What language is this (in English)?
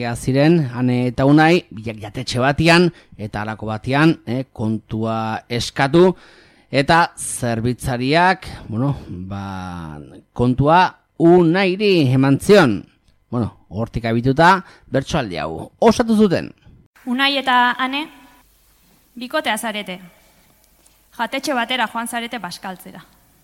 Basque